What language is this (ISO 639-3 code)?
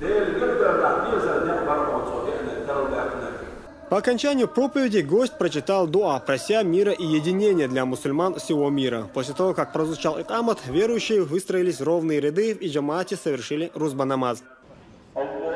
che